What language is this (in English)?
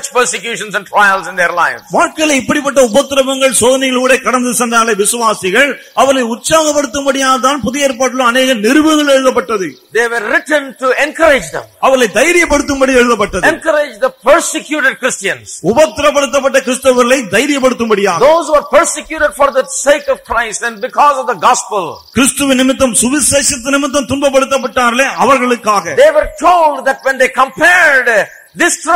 Tamil